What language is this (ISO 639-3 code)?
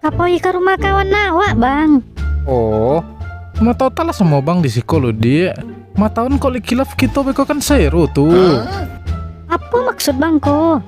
min